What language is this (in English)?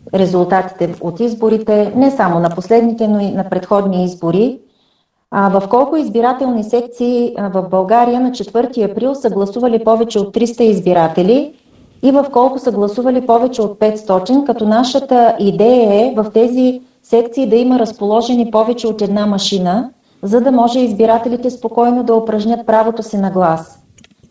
Bulgarian